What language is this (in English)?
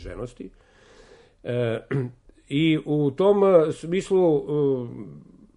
Serbian